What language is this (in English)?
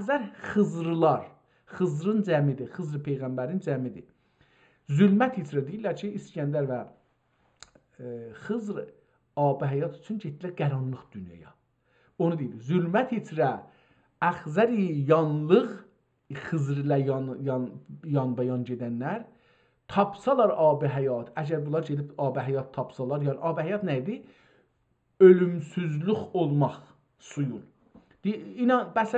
South Azerbaijani